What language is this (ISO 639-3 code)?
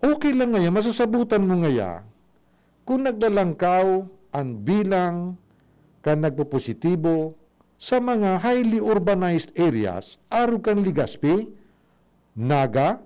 bik